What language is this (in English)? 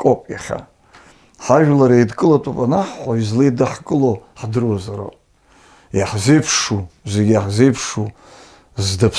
Abkhazian